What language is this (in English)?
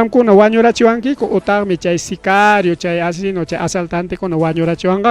Ayacucho Quechua